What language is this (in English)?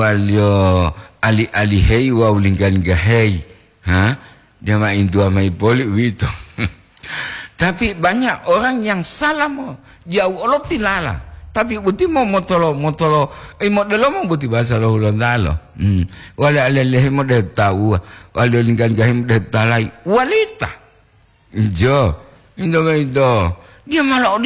Gorontalo